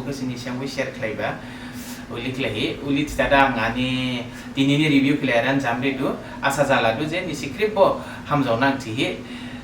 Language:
Dimasa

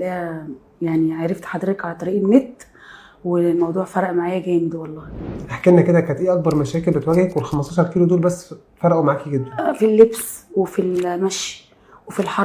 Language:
Egyptian Arabic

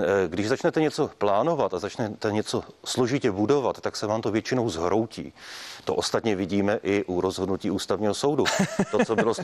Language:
Czech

